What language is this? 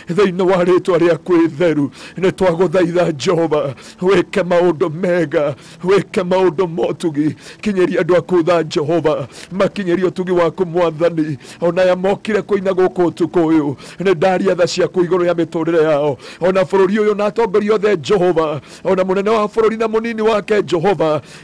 Kikuyu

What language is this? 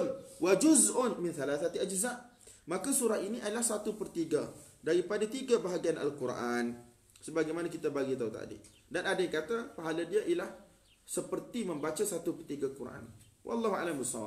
Malay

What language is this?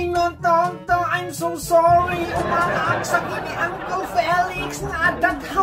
Iloko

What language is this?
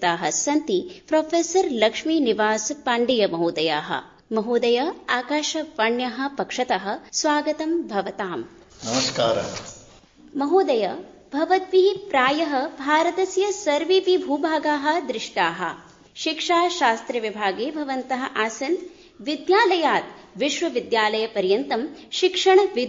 Sanskrit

